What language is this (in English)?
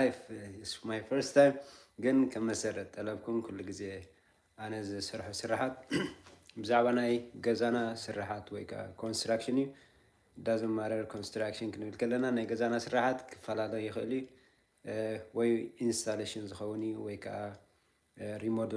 Tigrinya